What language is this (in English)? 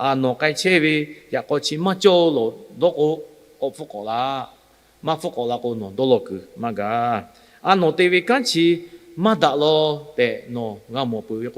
Lahu